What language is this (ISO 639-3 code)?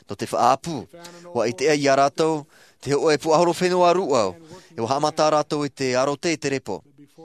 tah